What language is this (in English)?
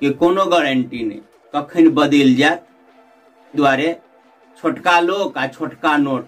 Maithili